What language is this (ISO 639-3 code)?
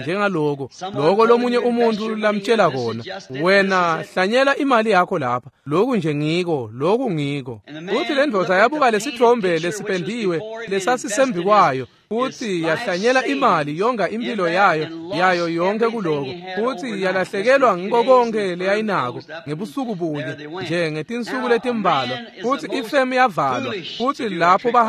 ssw